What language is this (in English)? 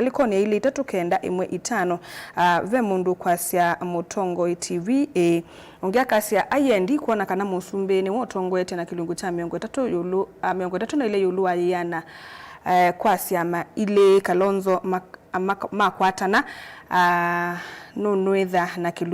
Kamba